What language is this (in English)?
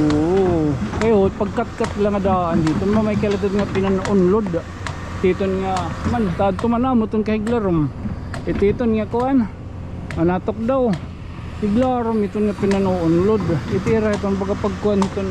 Waray